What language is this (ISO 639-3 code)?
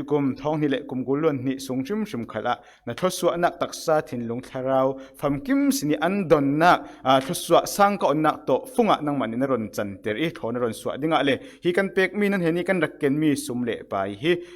cfm